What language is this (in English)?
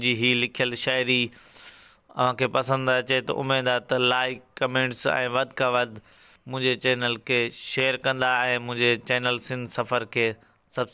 Sindhi